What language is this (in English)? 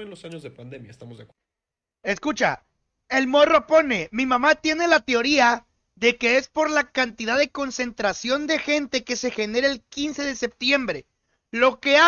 Spanish